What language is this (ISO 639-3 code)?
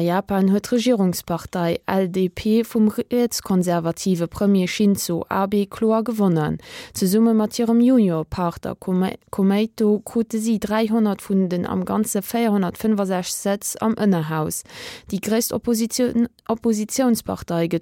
ltz